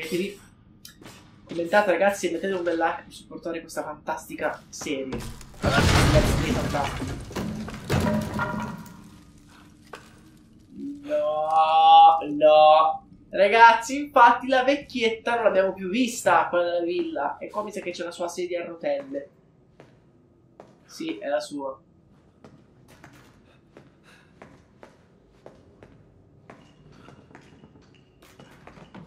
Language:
Italian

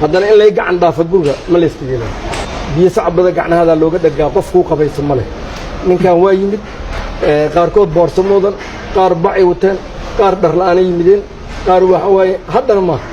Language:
Somali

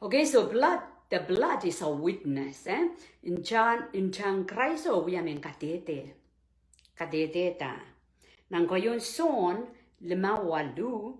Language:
Pohnpeian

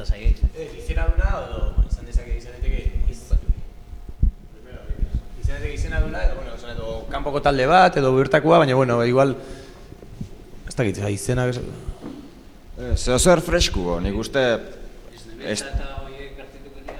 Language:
Basque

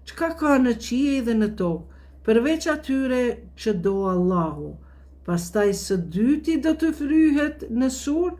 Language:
Albanian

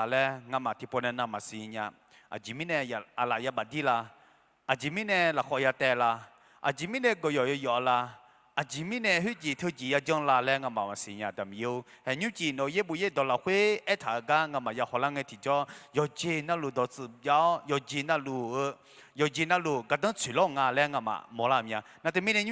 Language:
Akha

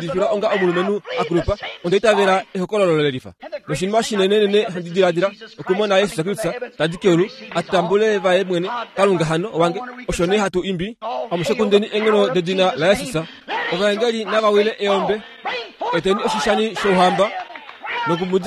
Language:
Kuanyama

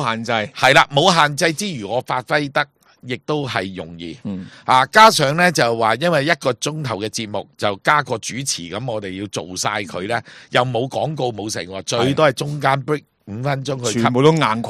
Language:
Cantonese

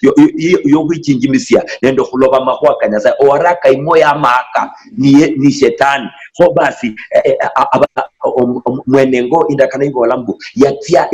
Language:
Luyia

